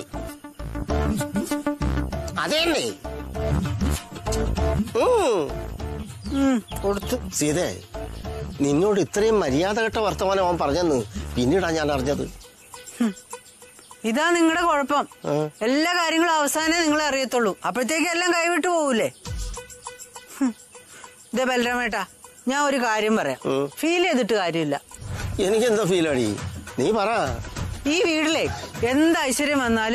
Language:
Malayalam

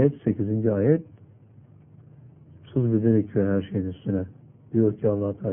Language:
Turkish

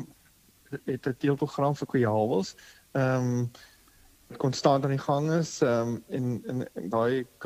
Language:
Afrikaans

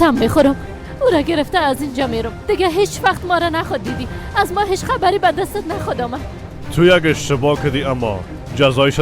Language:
Persian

